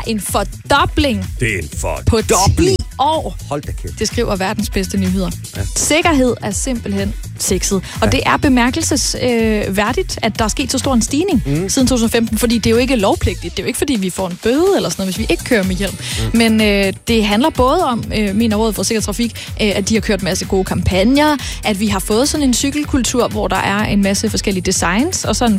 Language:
Danish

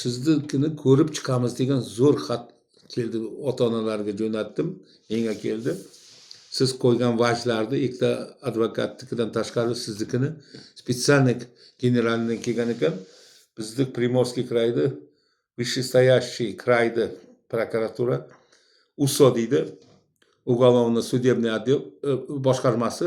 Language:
Uzbek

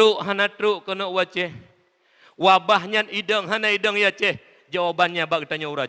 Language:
Achinese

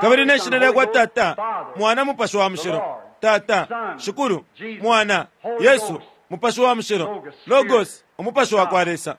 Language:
Bemba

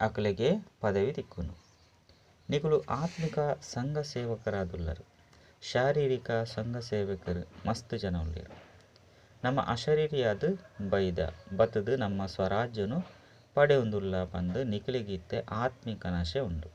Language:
Tulu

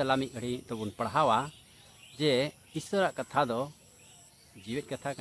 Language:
Santali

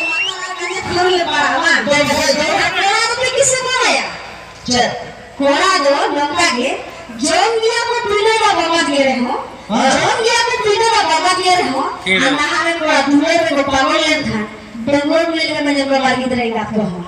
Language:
Santali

